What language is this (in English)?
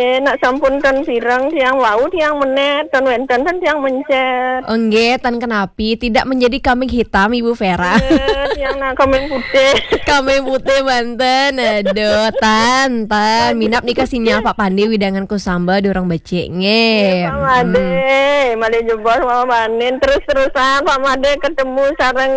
Balinese